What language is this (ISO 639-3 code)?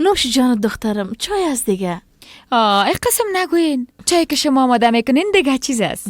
fas